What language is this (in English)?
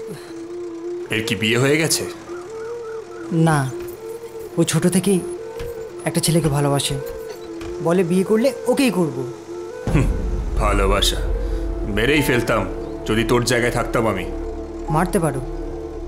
Bangla